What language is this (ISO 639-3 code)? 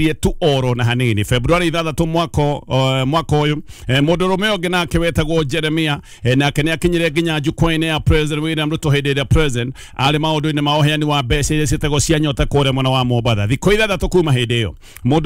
kik